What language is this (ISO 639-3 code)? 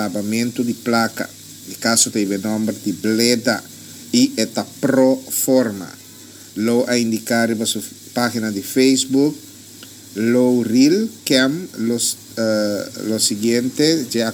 pap